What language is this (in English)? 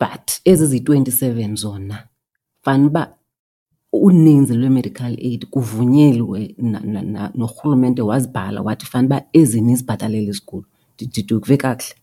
Xhosa